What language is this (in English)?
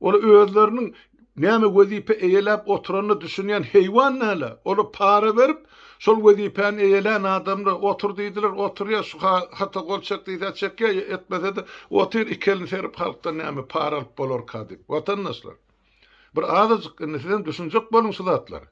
Turkmen